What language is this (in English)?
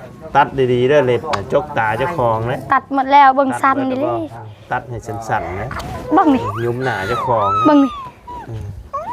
Lao